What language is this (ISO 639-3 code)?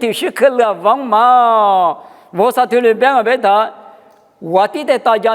lis